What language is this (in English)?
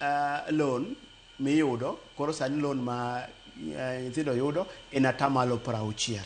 Luo (Kenya and Tanzania)